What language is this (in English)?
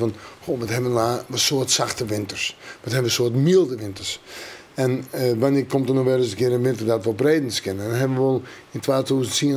Western Frisian